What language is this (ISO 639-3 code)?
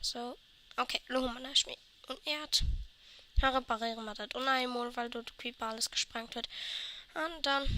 ltz